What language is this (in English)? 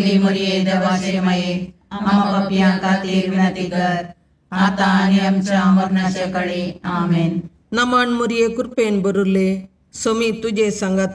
Konkani